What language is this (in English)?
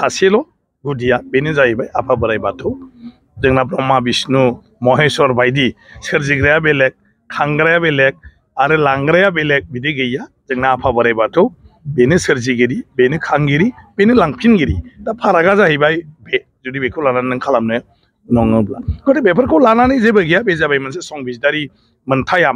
Bodo